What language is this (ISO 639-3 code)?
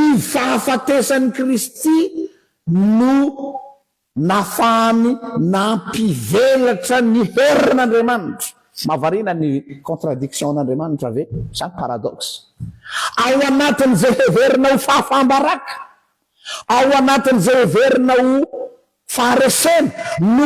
mlg